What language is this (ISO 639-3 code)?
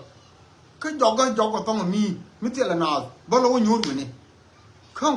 nus